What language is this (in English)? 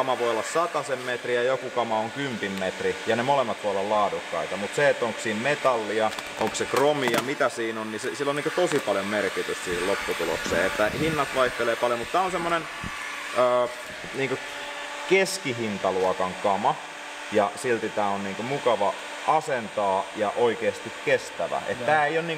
Finnish